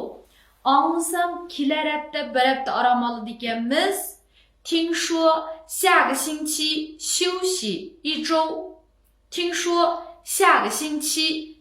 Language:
Uyghur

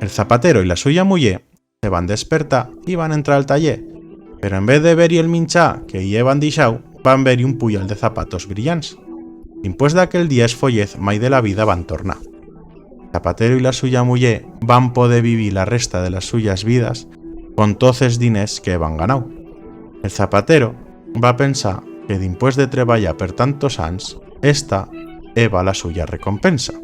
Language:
Aragonese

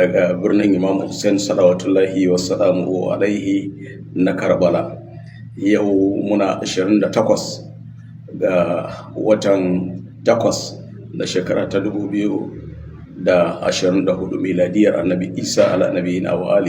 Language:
Hausa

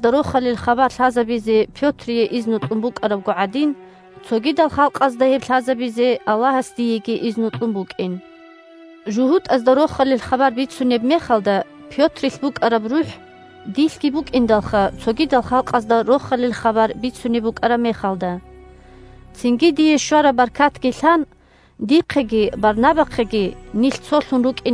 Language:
Avaric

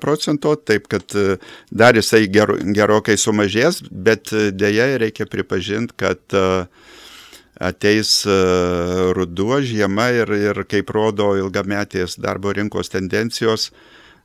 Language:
Lithuanian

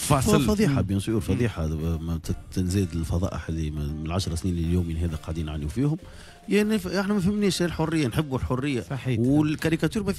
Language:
Tunisian Arabic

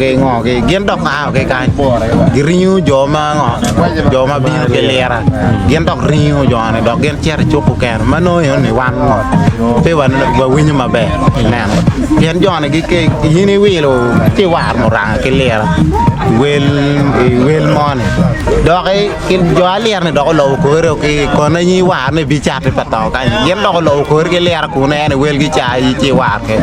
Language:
Acoli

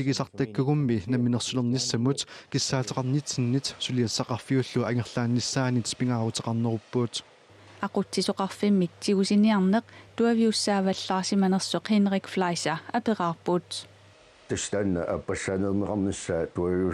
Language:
Kalaallisut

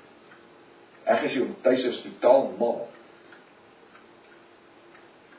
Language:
Afrikaans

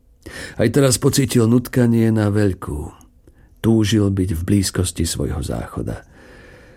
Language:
Slovak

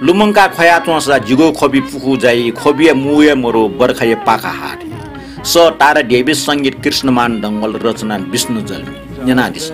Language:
Newari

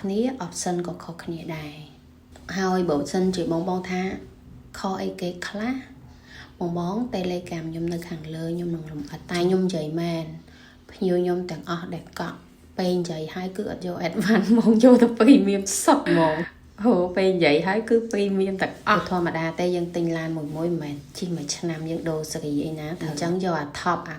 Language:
Khmer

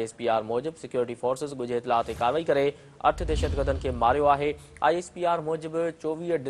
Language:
Sindhi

